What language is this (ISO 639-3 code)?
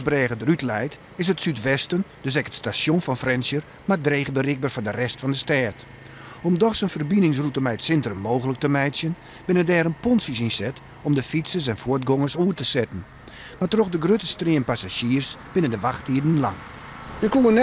fry